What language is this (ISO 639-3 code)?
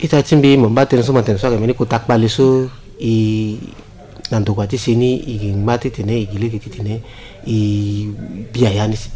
sag